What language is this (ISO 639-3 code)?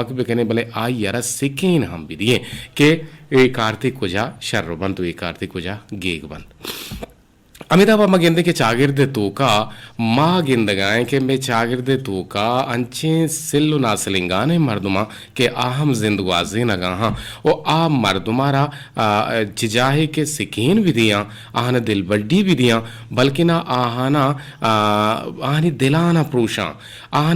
bgp